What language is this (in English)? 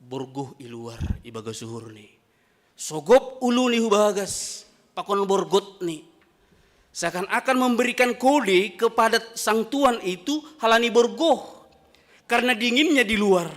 Batak Simalungun